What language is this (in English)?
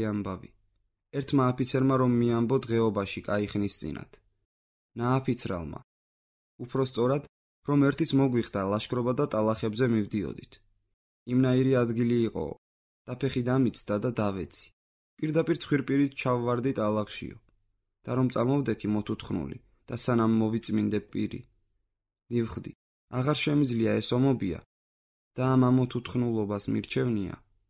Georgian